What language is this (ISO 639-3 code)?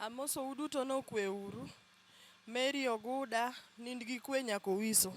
luo